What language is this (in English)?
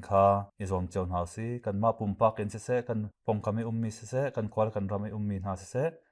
Hakha Chin